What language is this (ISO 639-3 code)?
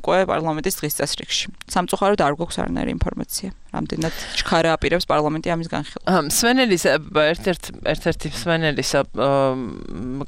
kat